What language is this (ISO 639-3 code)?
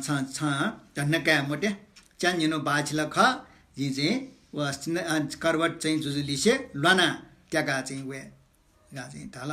new